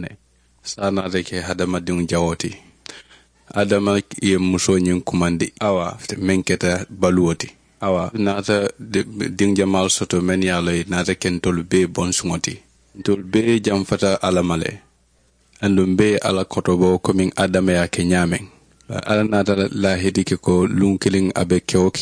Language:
Mandingo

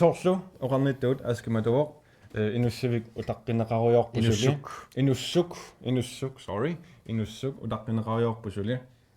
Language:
Kalaallisut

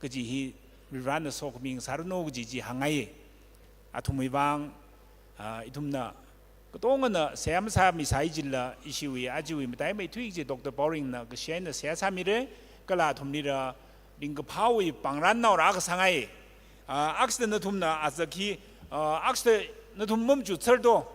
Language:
Tangkhul Naga (India)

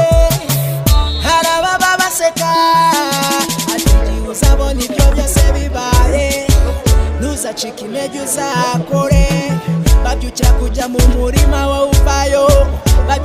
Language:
Kinyarwanda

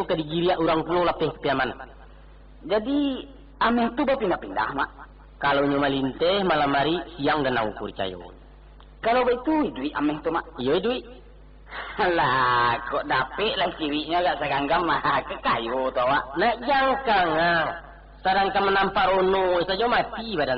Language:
Minangkabau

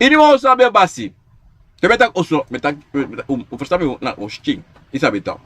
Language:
Sranan Tongo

